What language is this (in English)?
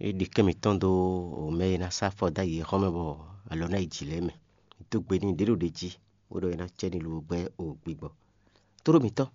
Fon